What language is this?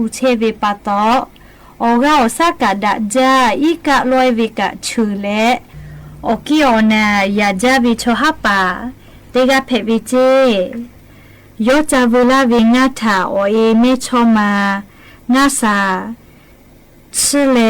Lahu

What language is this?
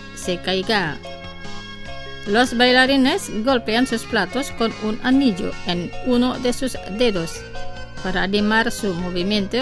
Spanish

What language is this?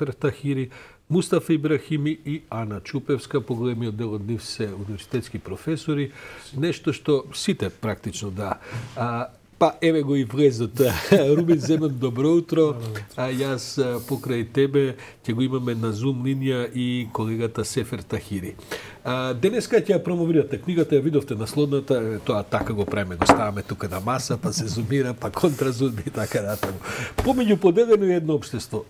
Macedonian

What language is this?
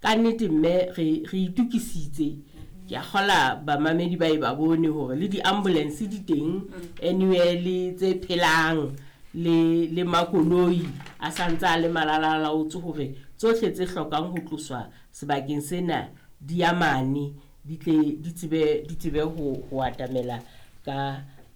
Southern Sotho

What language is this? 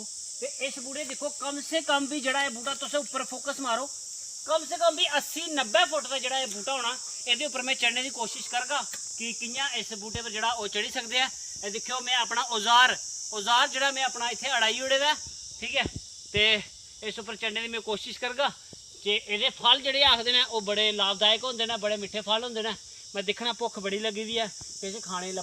Dogri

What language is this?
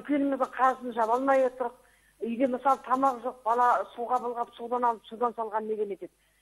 Kazakh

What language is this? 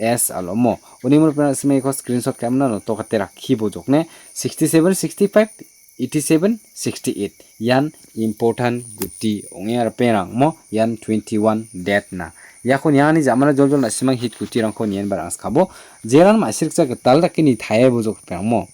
Garo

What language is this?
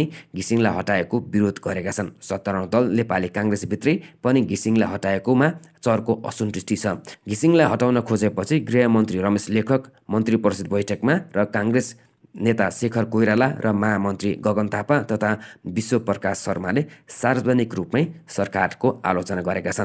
Nepali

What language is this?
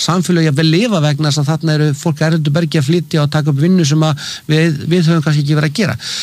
Icelandic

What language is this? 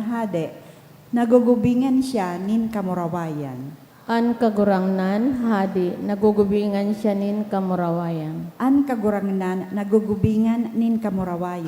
Bikol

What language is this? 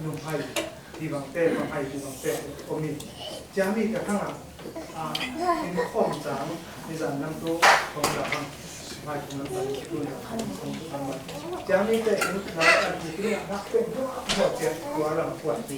Falam Chin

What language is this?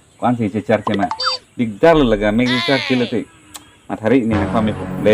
Karbi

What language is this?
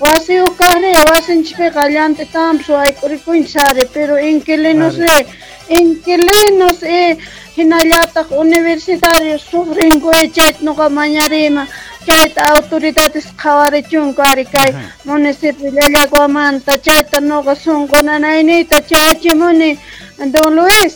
Quechua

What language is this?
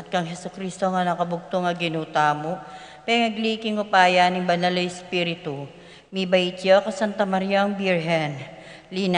Pampanga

